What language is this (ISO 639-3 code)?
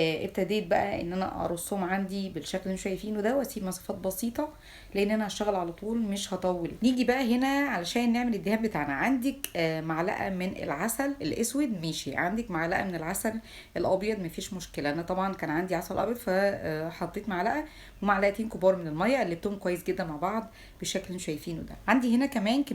arz